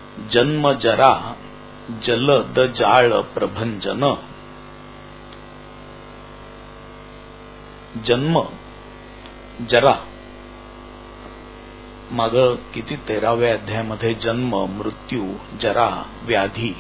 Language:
Marathi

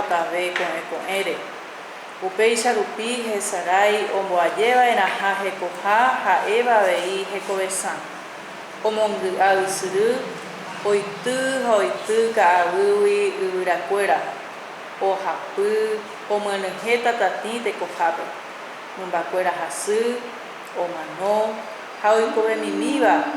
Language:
Guarani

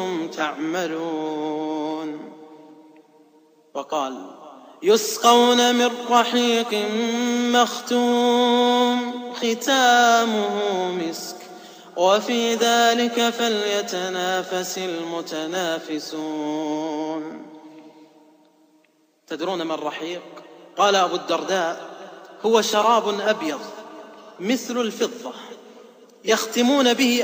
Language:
Arabic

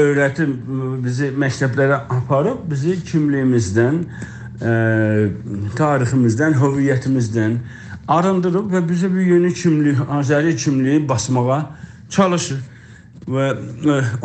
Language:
South Azerbaijani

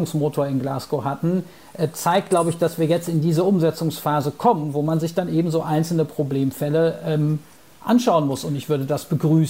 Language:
German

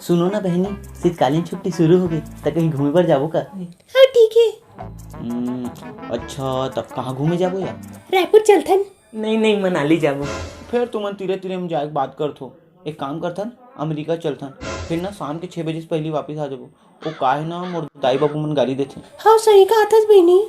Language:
Chhattisgarhi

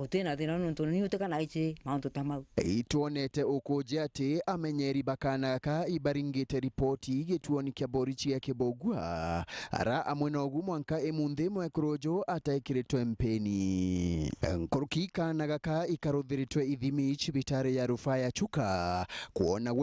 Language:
Meru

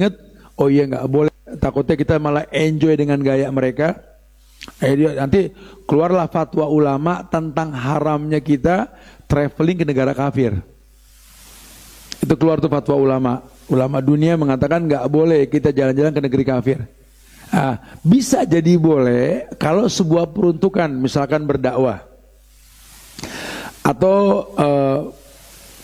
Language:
Indonesian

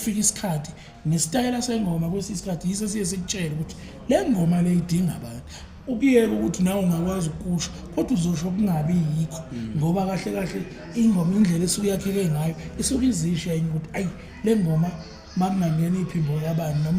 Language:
Zulu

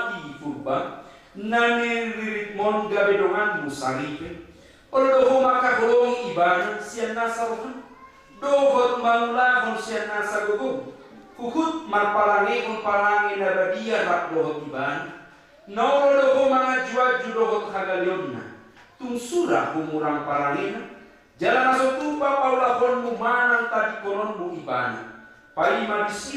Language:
Batak Toba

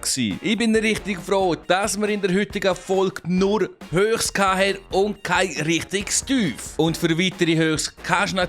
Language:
Swiss German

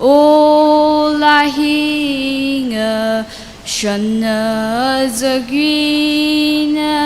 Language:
Tangkhul Naga (India)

